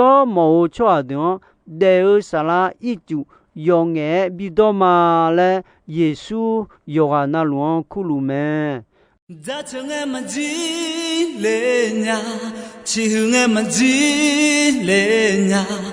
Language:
Akha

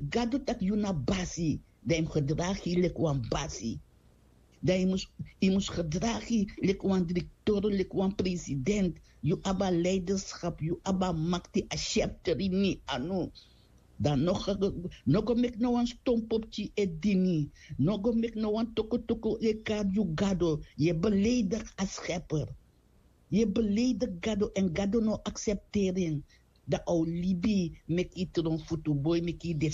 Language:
Sranan Tongo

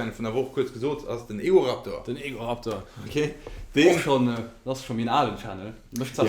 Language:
Luxembourgish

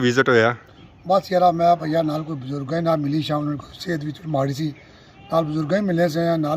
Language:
Pahari-Potwari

